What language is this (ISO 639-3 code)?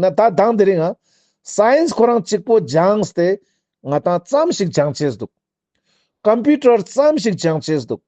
lbj